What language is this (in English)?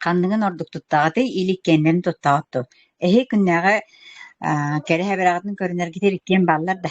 Yakut